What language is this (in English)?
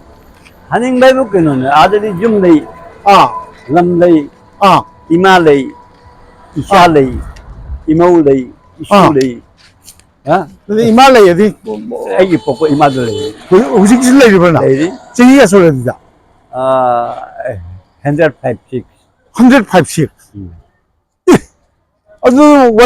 Manipuri